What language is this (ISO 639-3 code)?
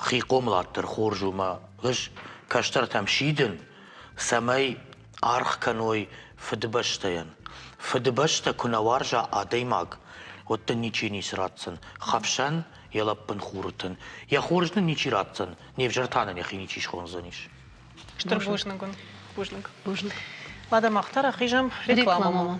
oss